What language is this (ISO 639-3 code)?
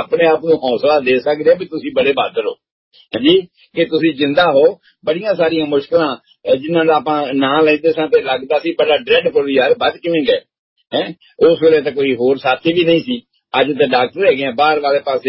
pan